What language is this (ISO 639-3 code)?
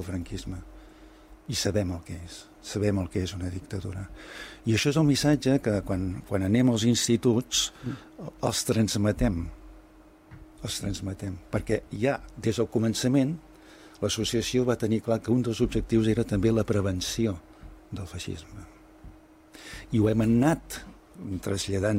cat